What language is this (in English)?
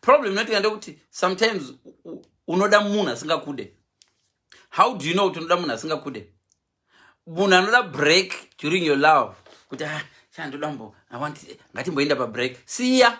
Shona